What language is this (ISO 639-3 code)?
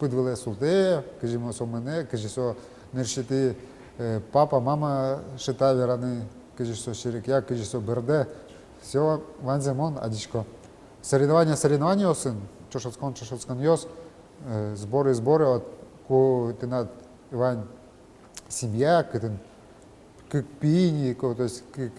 udm